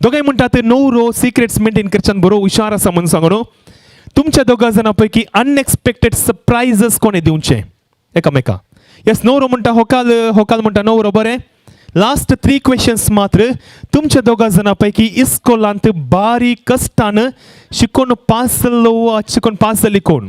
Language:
Konkani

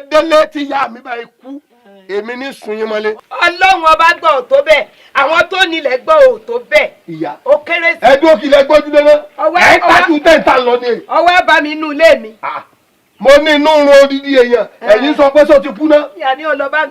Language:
Yoruba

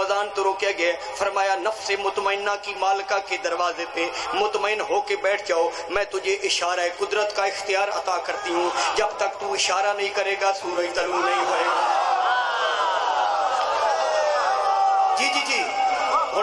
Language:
Urdu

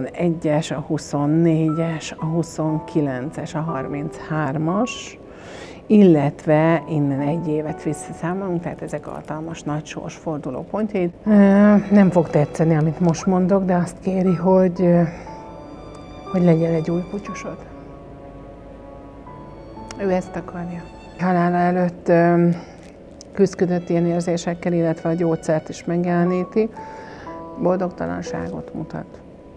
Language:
Hungarian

